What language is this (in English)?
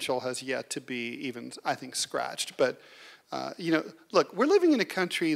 English